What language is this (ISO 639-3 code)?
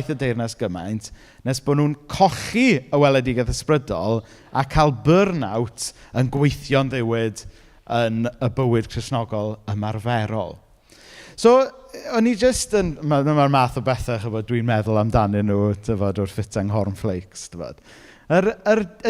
cym